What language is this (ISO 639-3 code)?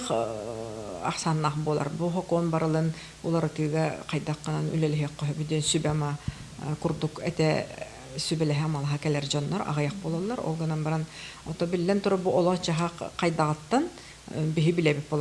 sah